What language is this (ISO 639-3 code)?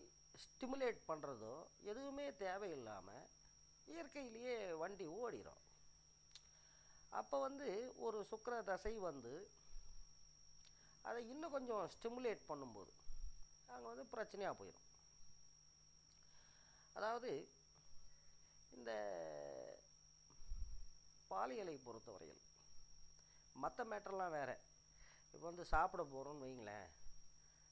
tam